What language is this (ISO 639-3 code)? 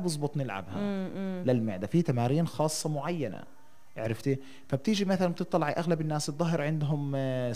apc